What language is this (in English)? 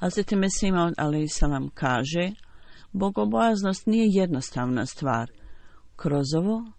Bosnian